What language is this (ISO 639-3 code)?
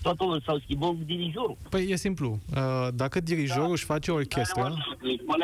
ron